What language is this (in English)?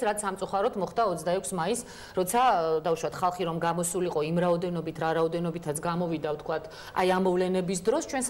Georgian